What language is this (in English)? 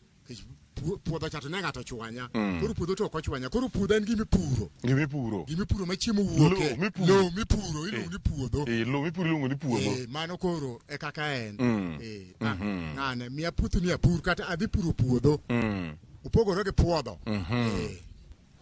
Luo (Kenya and Tanzania)